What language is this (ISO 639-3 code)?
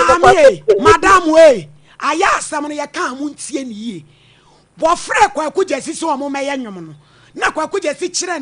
aka